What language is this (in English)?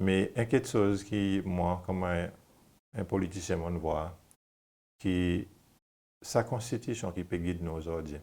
Seselwa Creole French